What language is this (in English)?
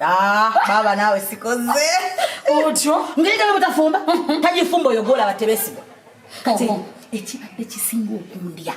Ganda